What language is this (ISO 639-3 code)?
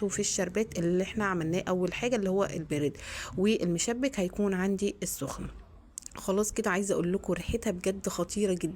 arz